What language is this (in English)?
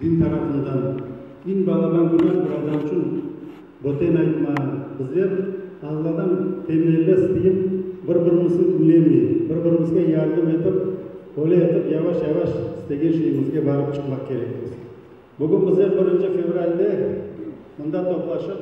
Crimean Tatar